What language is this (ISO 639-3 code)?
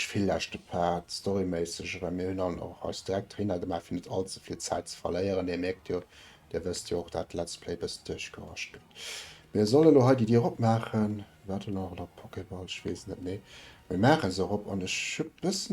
ltz